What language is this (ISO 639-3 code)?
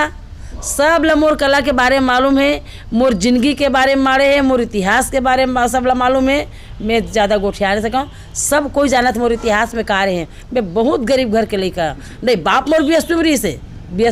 hne